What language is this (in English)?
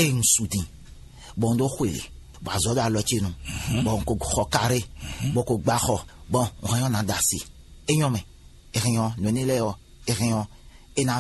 Fon